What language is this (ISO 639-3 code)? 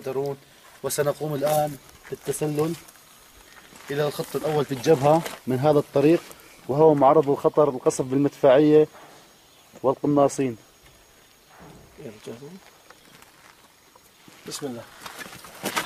ara